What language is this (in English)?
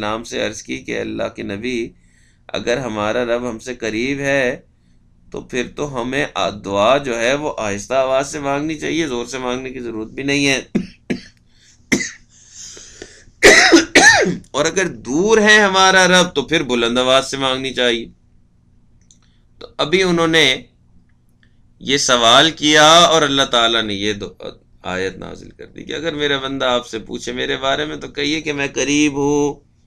Urdu